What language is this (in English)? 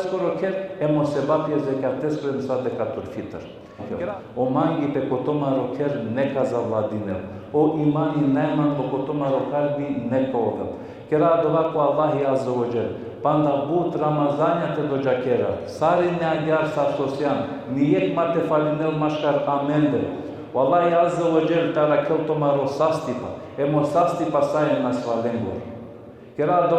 Balkan Romani